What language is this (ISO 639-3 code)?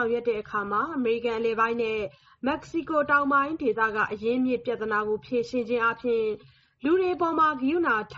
mya